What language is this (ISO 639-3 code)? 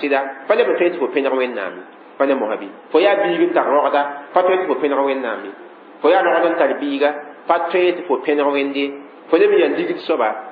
mos